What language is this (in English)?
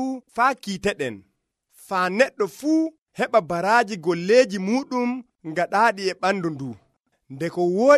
Nigerian Fulfulde